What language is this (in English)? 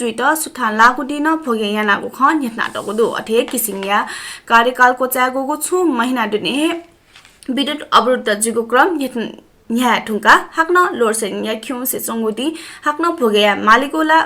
Newari